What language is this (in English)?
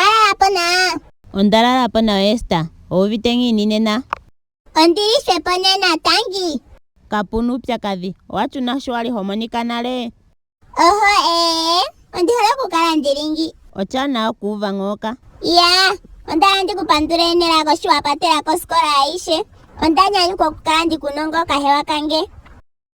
Ndonga